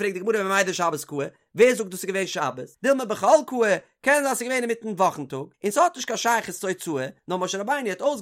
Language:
Yiddish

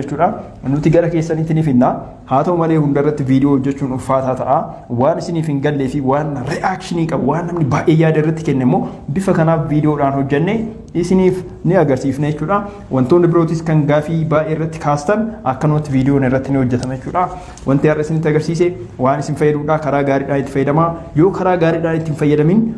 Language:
Oromo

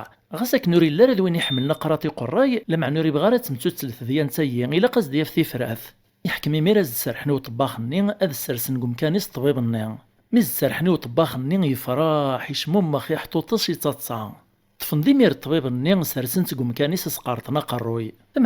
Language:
Kabyle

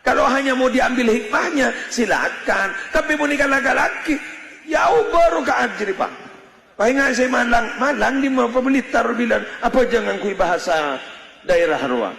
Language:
Madurese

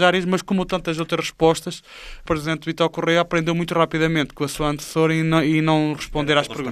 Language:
Portuguese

